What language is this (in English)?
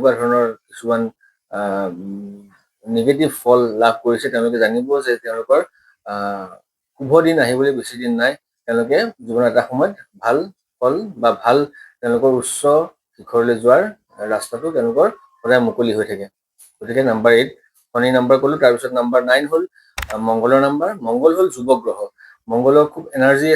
Assamese